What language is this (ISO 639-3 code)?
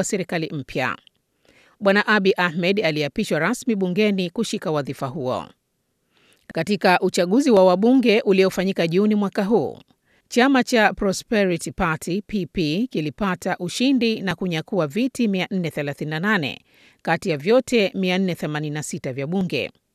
swa